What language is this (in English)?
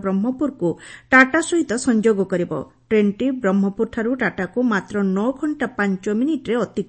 Odia